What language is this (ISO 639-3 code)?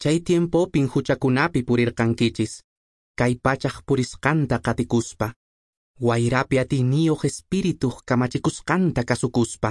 que